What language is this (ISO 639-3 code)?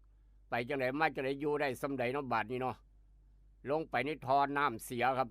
tts